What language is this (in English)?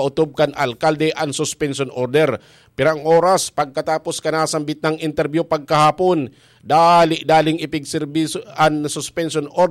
Bikol